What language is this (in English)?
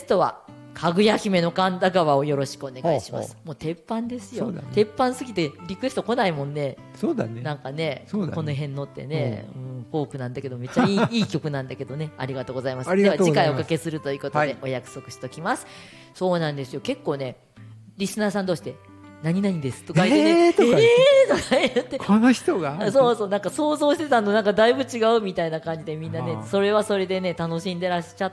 Japanese